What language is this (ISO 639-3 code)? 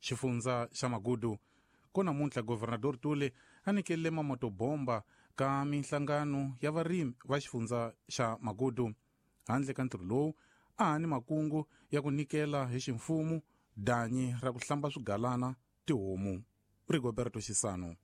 tso